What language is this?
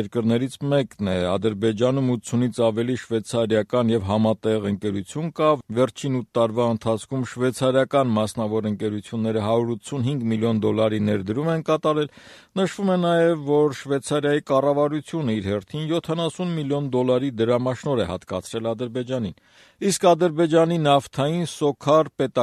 Armenian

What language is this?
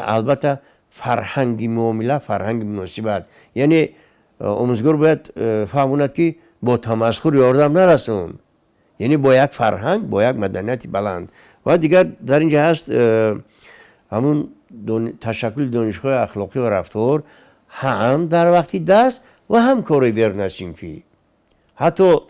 Tajik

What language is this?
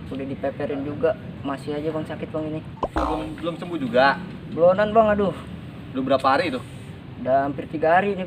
Betawi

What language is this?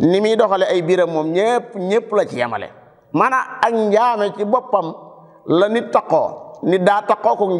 Wolof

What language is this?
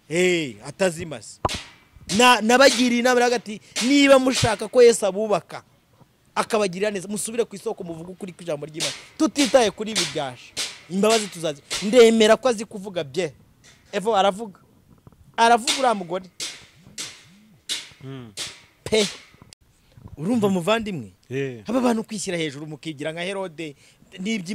Kinyarwanda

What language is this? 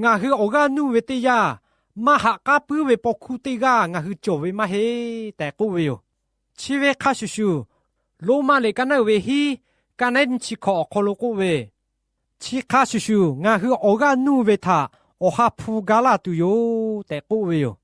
Lahu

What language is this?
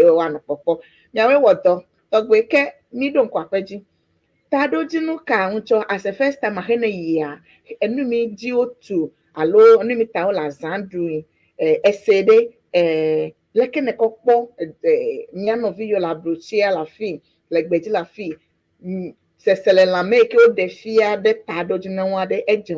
Ewe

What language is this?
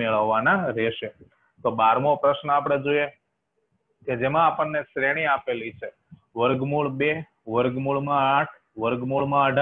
Gujarati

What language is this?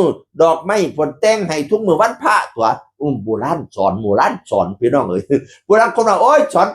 Northeastern Thai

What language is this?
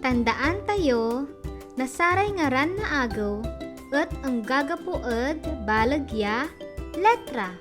Pangasinan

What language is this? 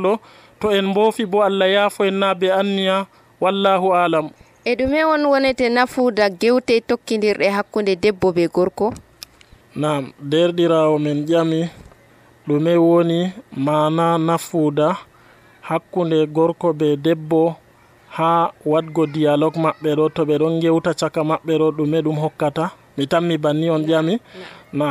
Nigerian Fulfulde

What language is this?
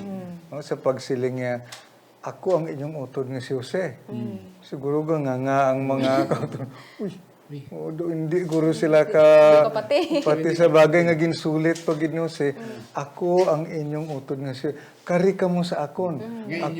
Hiligaynon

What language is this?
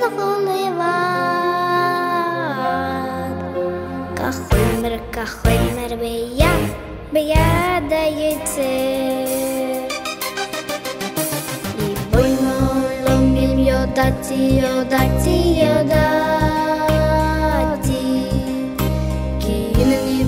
Hebrew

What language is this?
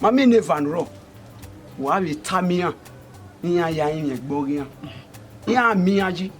Bini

